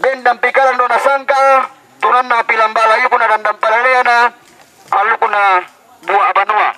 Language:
Toraja-Sa'dan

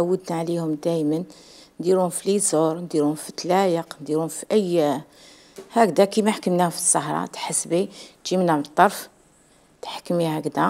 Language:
Algerian Arabic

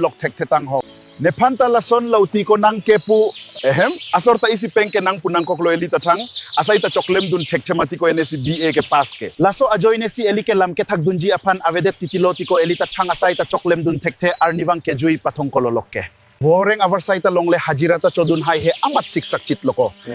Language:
Karbi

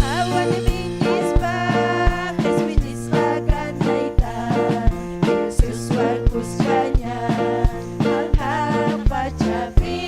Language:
Ayacucho Quechua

